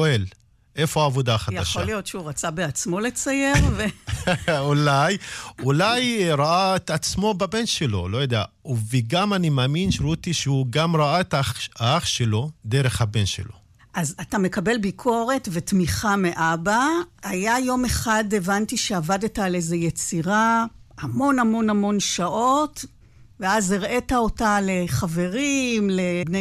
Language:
Hebrew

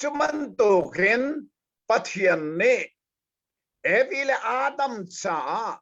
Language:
Hakha Chin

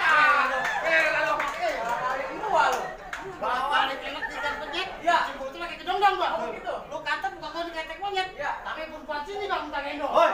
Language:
Betawi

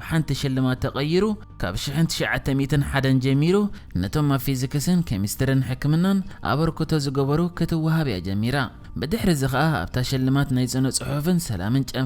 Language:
Tigrinya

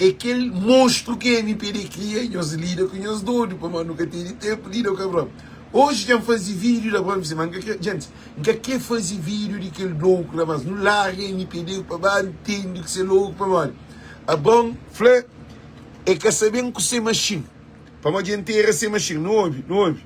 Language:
Kabuverdianu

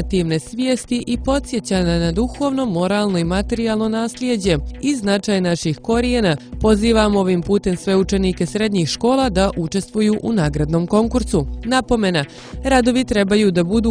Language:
Serbian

